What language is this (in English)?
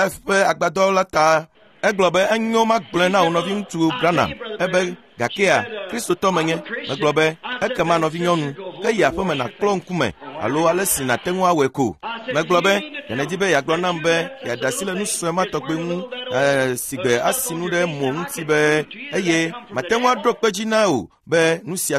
Ewe